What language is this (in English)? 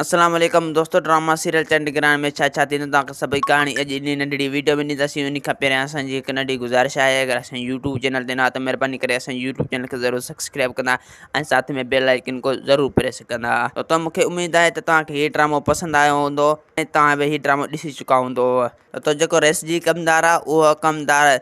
Sindhi